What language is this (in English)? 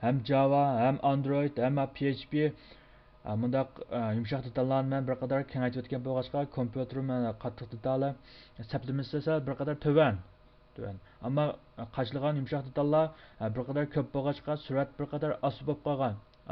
Uyghur